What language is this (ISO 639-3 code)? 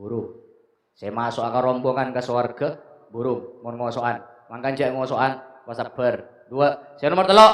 mad